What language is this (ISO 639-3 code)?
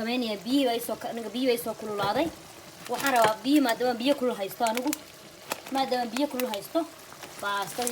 som